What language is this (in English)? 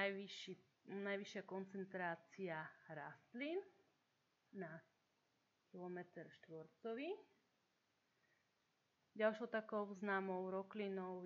Slovak